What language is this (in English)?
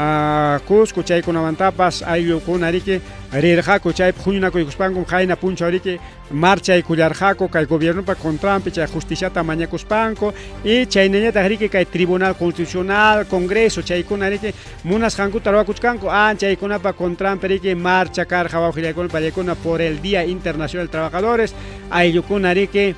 Ayacucho Quechua